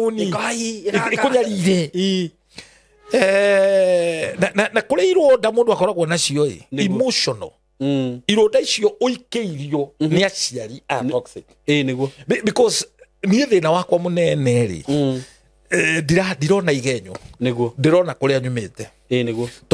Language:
Kikuyu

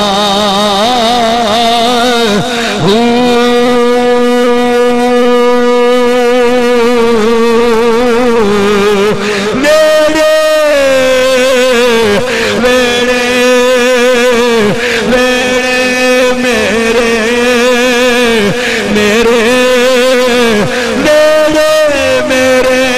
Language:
Urdu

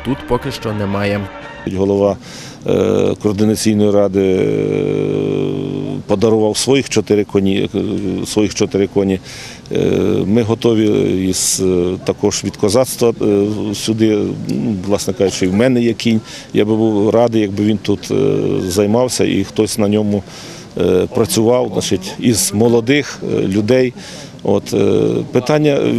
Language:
Ukrainian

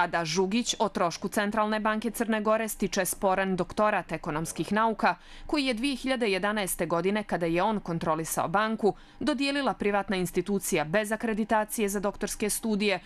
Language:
Bosnian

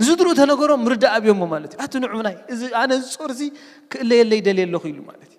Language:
Tigrinya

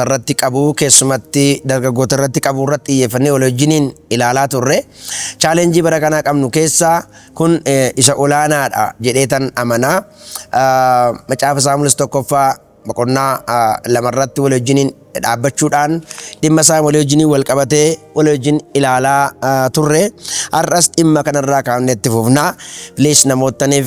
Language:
Oromo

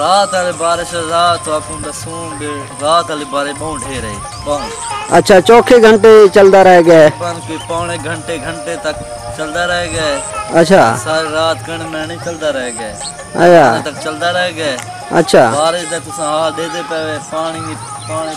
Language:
Saraiki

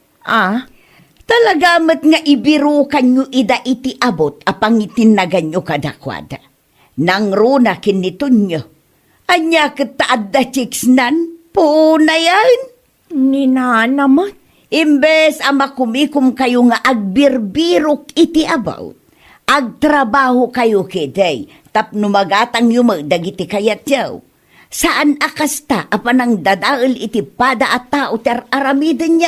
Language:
Iloko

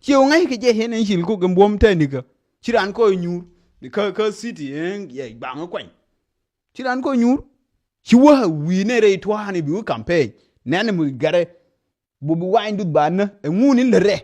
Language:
Nuer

